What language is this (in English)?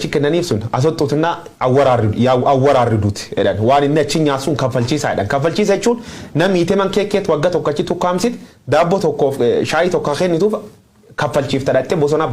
Oromo